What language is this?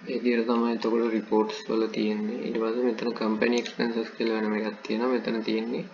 Sinhala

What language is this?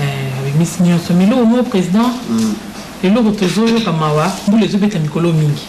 Lingala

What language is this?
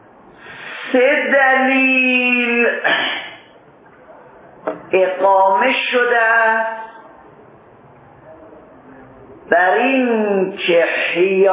Persian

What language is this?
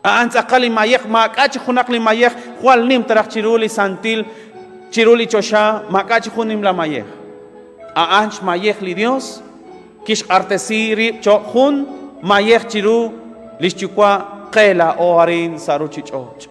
Kekchí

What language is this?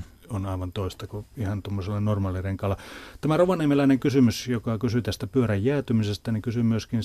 Finnish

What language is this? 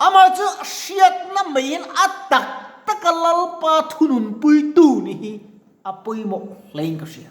Mizo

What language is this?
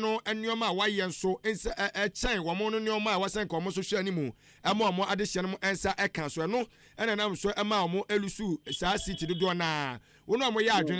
Akan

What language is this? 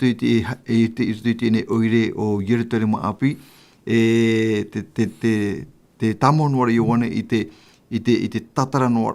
Tahitian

